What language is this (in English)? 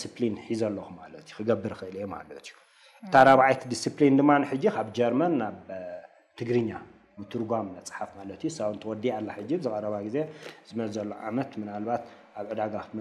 Tigrinya